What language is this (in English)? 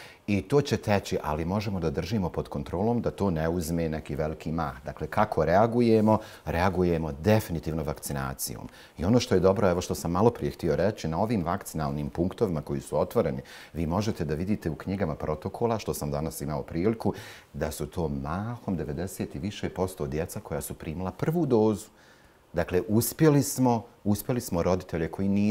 Bosnian